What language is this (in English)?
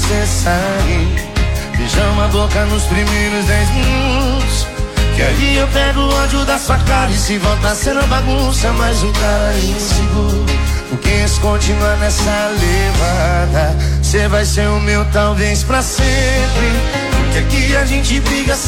Portuguese